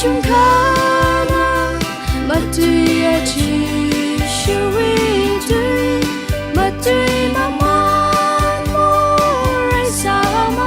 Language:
Tangkhul Naga (India)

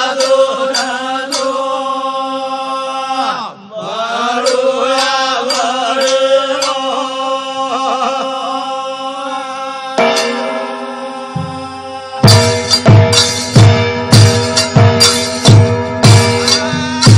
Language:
Lambadi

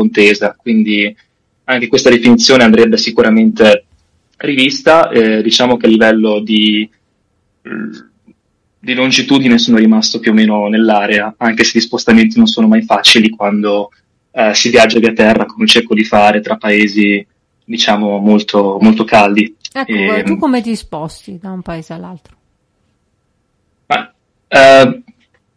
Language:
Italian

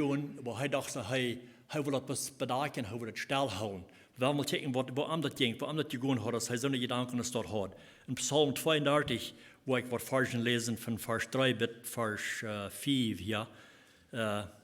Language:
Plautdietsch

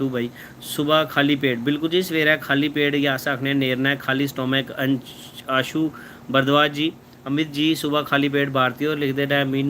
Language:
Dogri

